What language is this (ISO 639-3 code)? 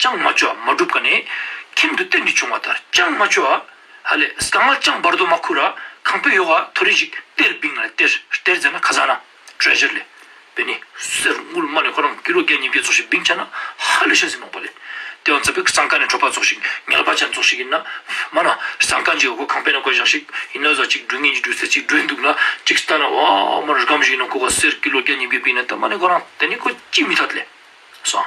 lbj